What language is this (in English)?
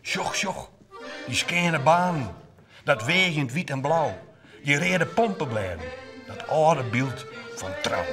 Western Frisian